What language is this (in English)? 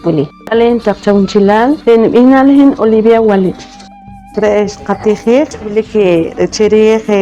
Poqomchi'